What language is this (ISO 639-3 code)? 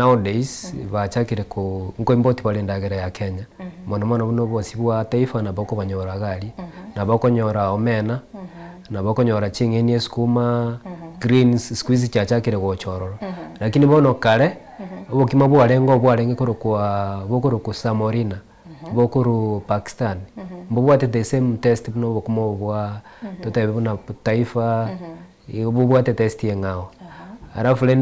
guz